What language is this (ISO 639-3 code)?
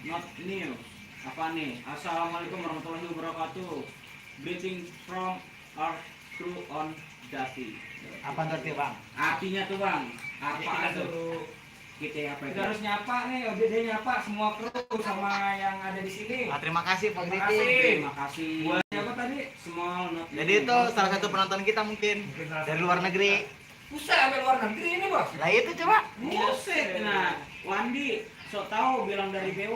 bew